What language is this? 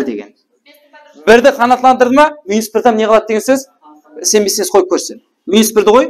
Kara-Kalpak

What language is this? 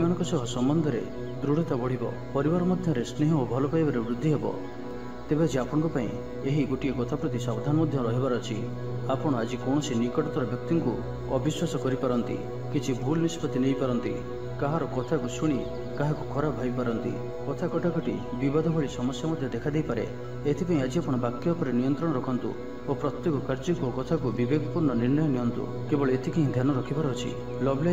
Odia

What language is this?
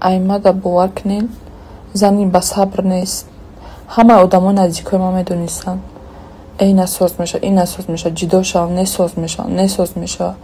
Tajik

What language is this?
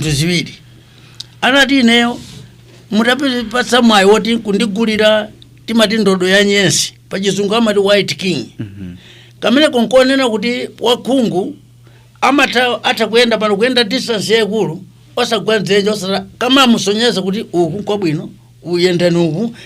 Nyanja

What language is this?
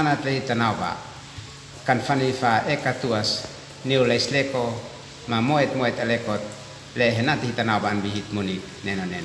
Uab Meto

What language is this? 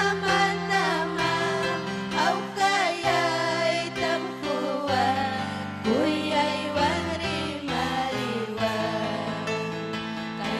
Ayacucho Quechua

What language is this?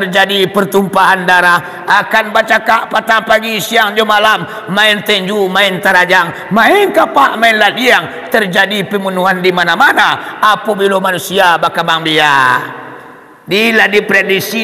Minangkabau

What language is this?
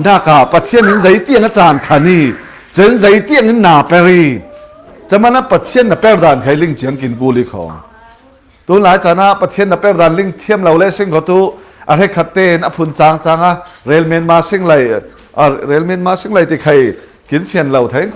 Falam Chin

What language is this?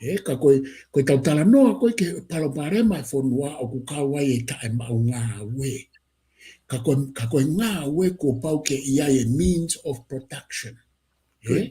Tongan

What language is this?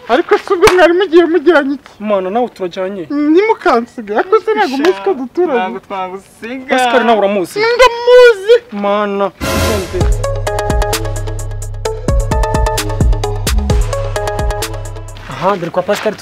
Kinyarwanda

